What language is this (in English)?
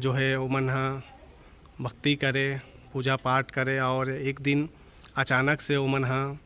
Chhattisgarhi